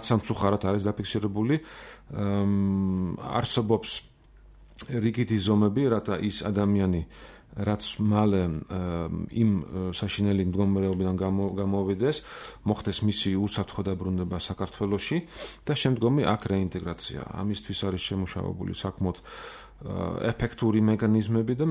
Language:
Georgian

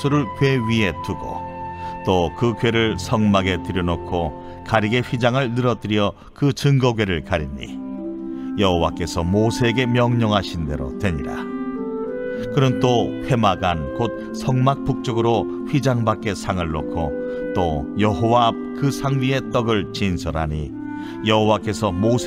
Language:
Korean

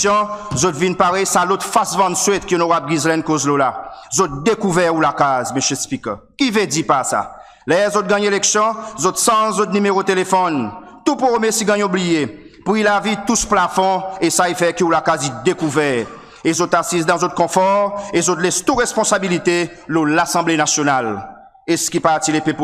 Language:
Seselwa Creole French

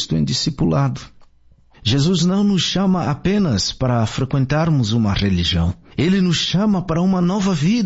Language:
Portuguese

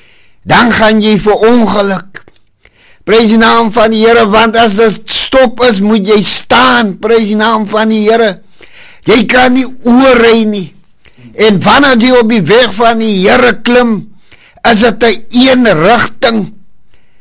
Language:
Afrikaans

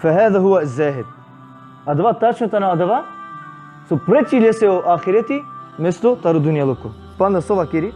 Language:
Balkan Romani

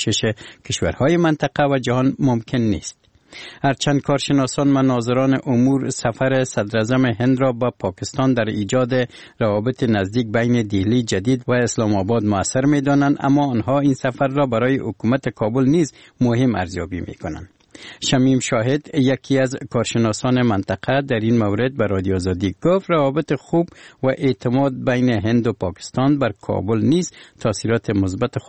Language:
Persian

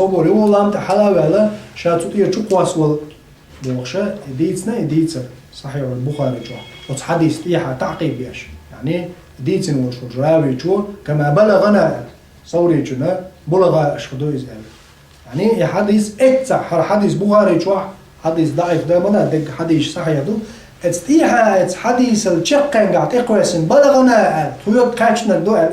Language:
Chechen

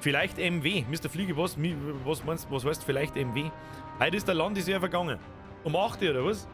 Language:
Bavarian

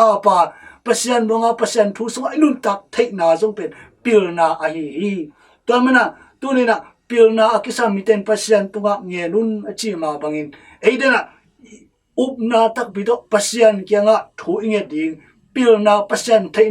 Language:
Tedim Chin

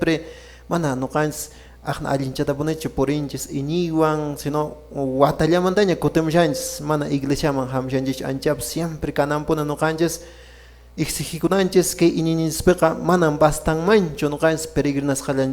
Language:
Quechua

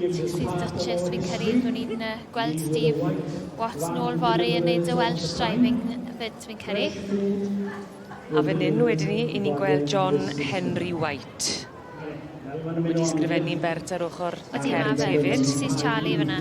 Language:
Welsh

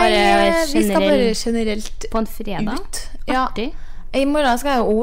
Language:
Norwegian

